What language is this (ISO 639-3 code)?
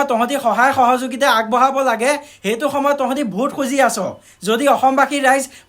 asm